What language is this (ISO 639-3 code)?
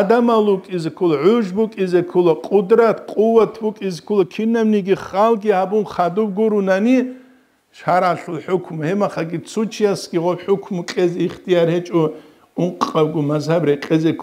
ava